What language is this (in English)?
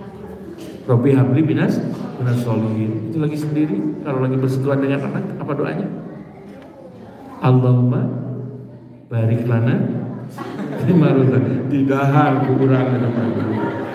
Indonesian